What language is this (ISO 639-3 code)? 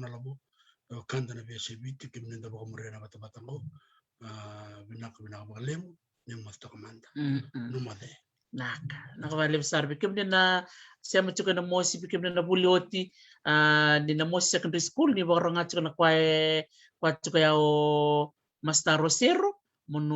fij